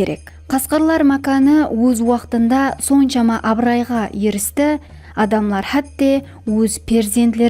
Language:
Kara-Kalpak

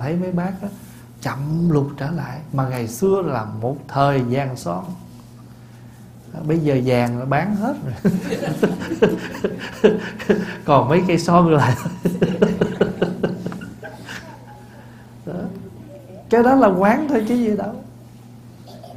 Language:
Vietnamese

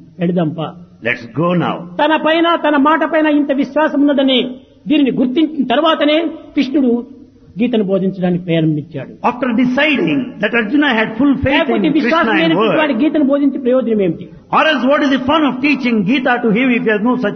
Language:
Telugu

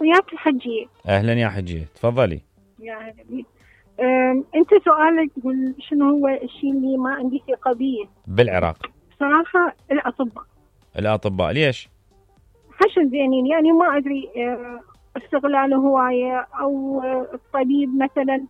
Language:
Mesopotamian Arabic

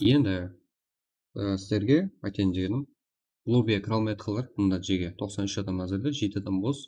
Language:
Kara-Kalpak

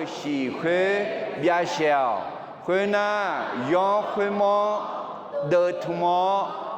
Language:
Akha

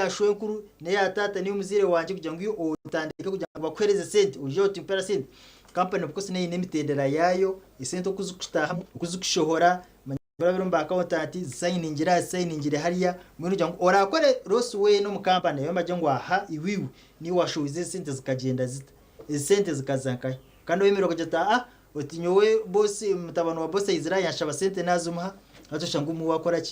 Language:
Nyankole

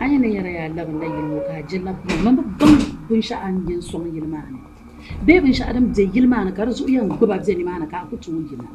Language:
Dagbani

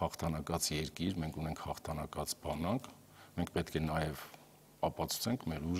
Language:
Armenian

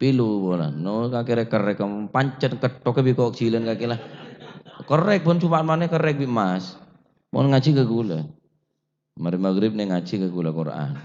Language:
Madurese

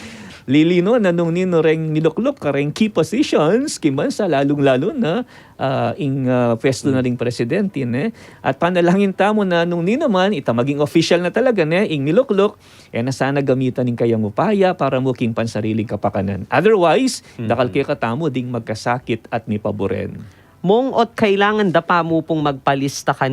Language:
Pampanga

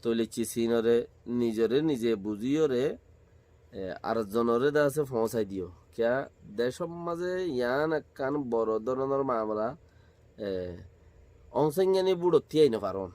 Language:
Rohingya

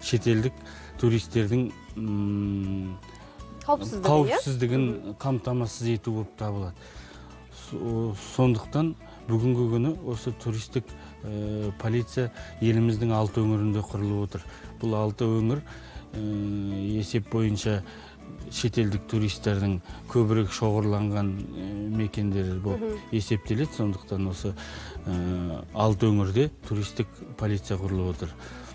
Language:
Kazakh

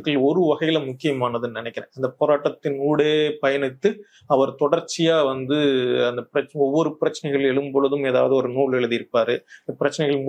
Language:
Tamil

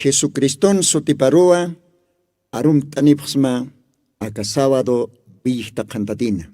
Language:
Aymara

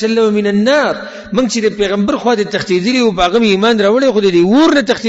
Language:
Pashto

